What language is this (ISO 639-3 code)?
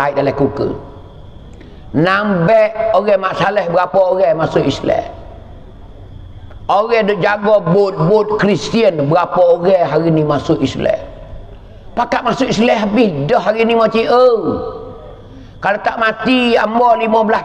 mfa